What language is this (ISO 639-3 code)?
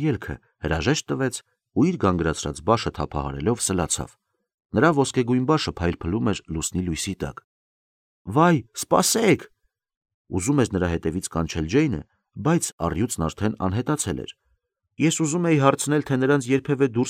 hye